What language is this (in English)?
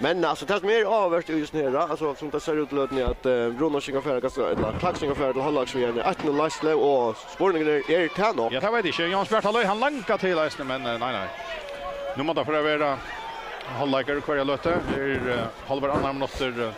Faroese